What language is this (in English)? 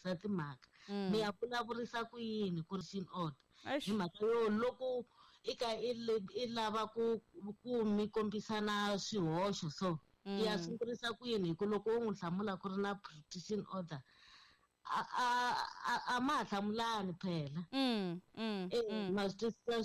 Tsonga